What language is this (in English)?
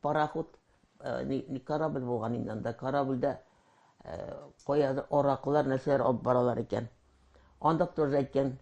Tatar